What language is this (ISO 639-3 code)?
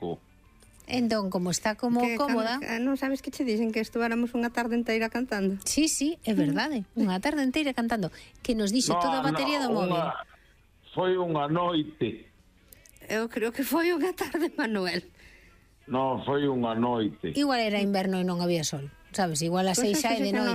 glg